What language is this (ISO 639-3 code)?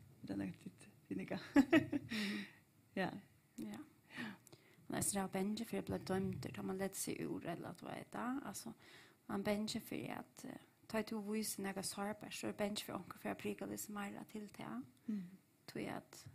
fao